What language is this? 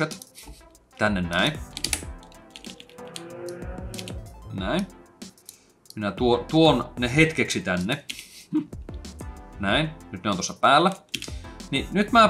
Finnish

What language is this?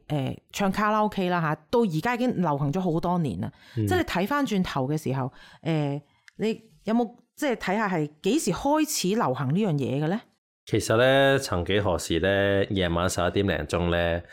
Cantonese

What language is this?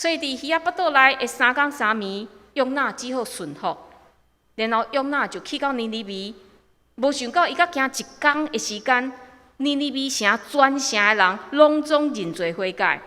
Min Nan Chinese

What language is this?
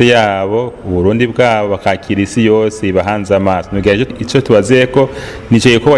Rundi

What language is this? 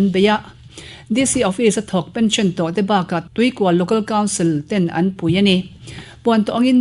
Mizo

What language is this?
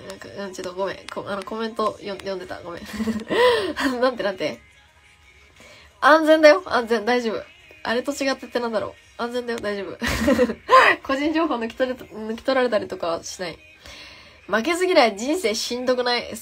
Japanese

